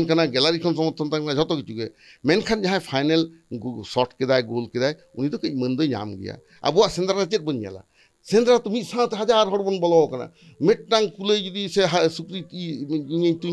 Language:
Santali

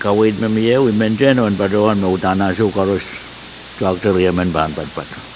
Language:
Pohnpeian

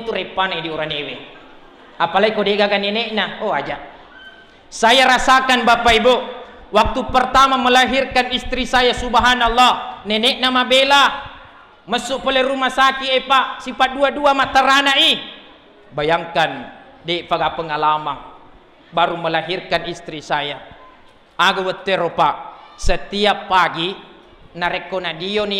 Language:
Buginese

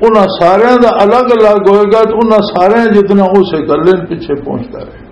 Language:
Western Panjabi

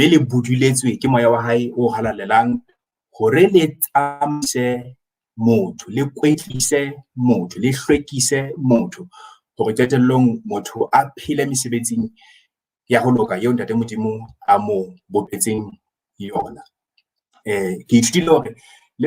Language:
Southern Sotho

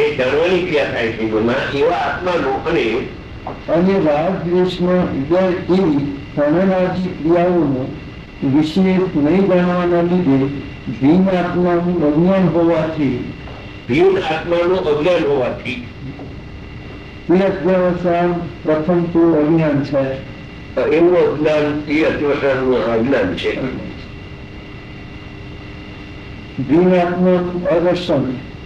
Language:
Gujarati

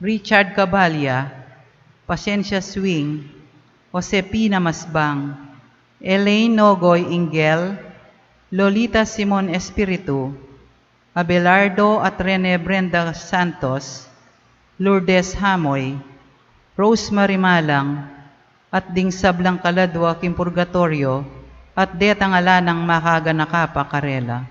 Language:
Pampanga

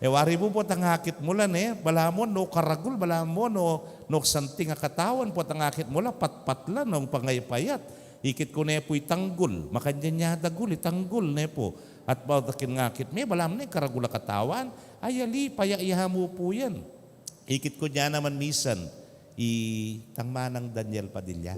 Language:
Pampanga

